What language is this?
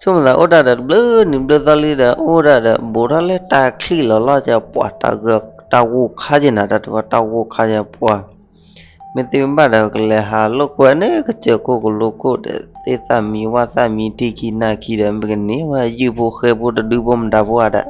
S'gaw Karen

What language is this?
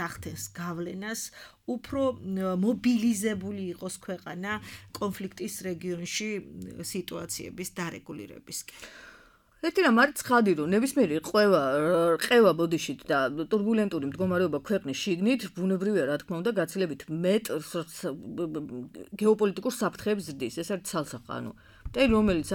Georgian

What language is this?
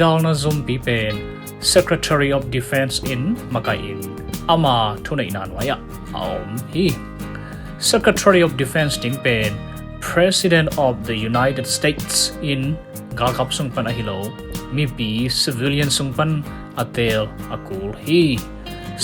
Tedim Chin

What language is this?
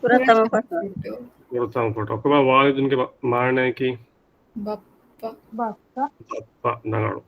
Divehi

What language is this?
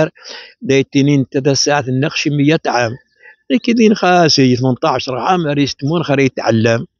Moroccan Arabic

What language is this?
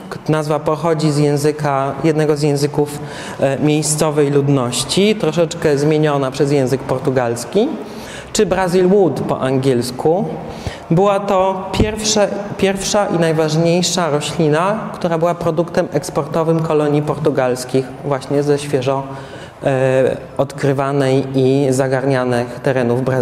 Polish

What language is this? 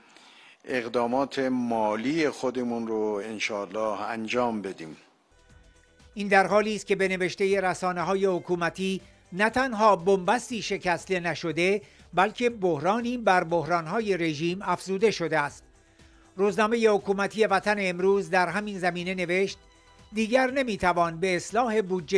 Persian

